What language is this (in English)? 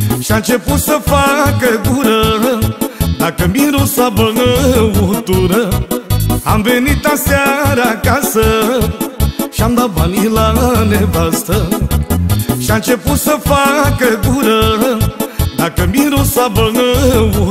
Romanian